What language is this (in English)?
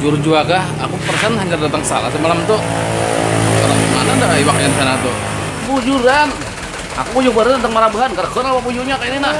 Banjar